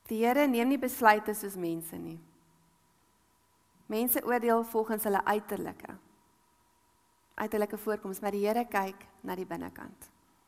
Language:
Afrikaans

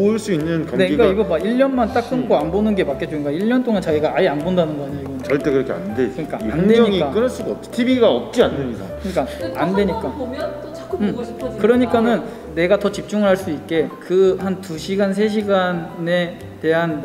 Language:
Korean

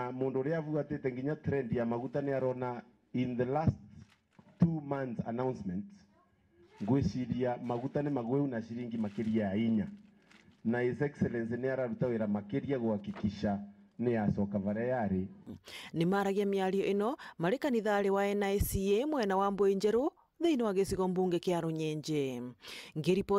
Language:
Meru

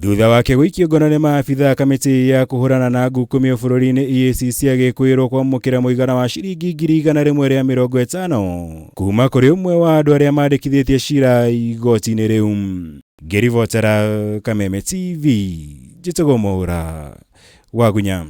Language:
Kikuyu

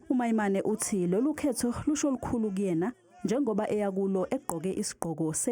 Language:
Zulu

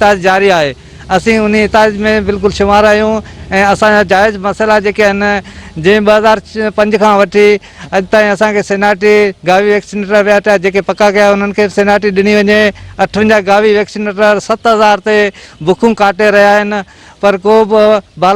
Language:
Sindhi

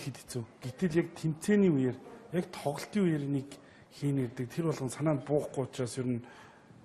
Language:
Mongolian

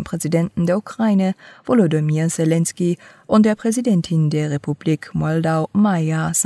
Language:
German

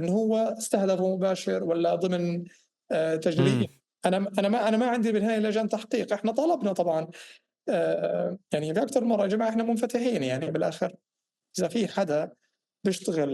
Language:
North Levantine Arabic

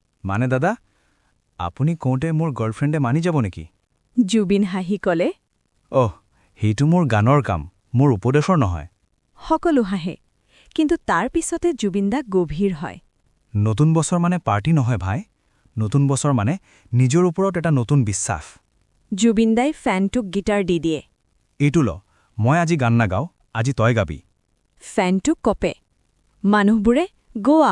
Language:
Assamese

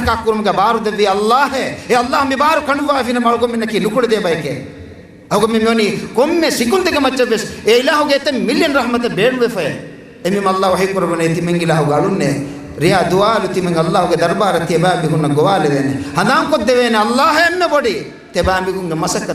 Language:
Divehi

